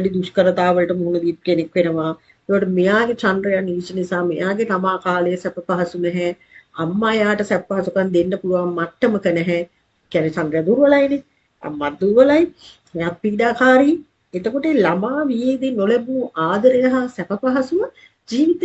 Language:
Sinhala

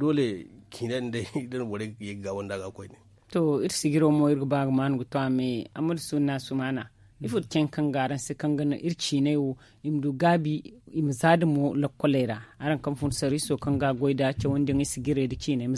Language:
Zarma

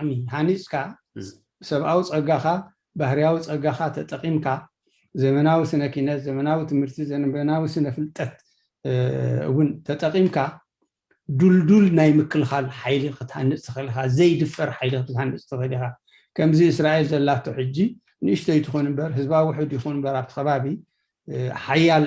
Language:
Tigrinya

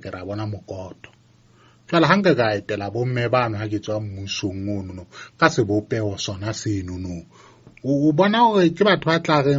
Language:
Southern Sotho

